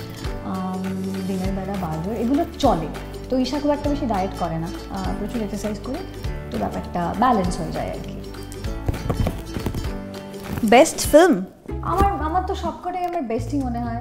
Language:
Bangla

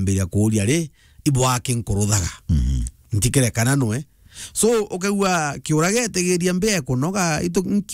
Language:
Meru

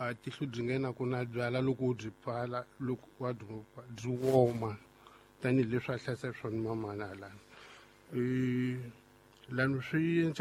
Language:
Tsonga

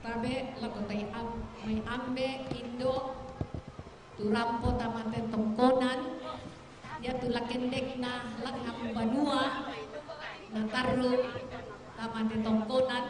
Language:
Toraja-Sa'dan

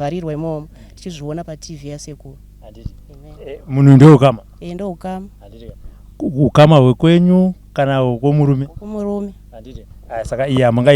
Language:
Shona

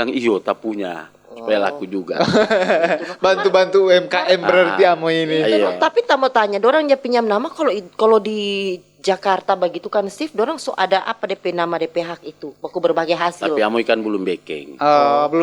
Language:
Manado Malay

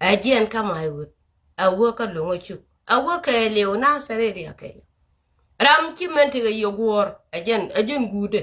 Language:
Nuer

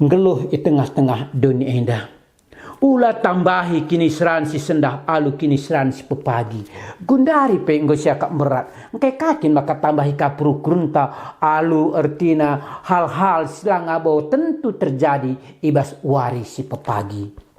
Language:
Batak Karo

